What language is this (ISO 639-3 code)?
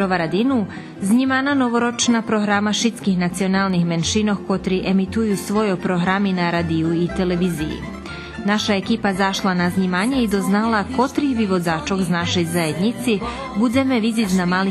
rue